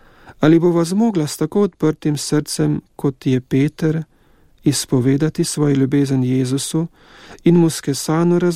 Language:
Slovenian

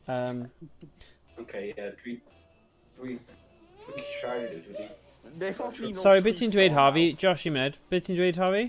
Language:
Welsh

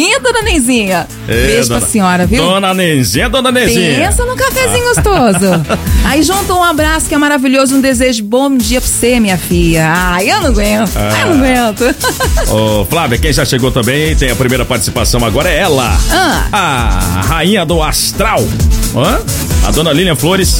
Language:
Portuguese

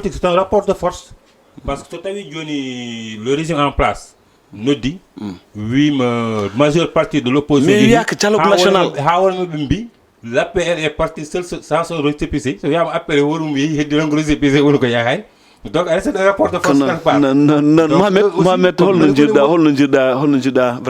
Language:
Fula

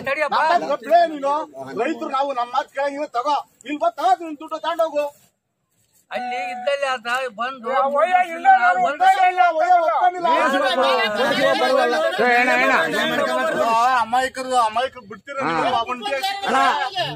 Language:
Kannada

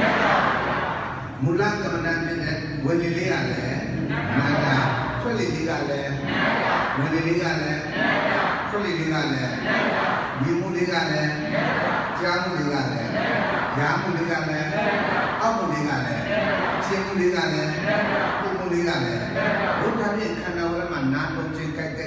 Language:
Burmese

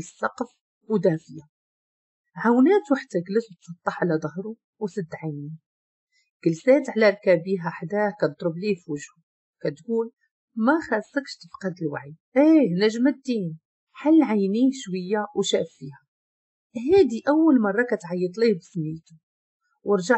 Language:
Moroccan Arabic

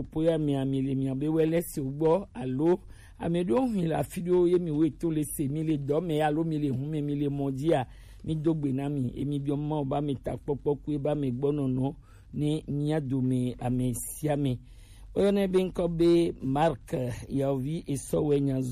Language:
Gen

